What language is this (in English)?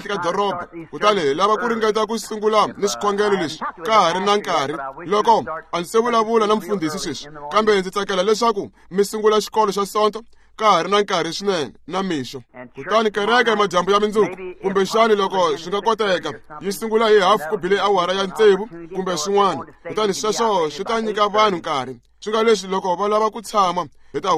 Tsonga